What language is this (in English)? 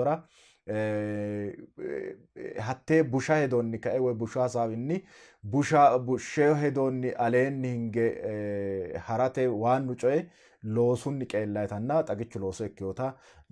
Sidamo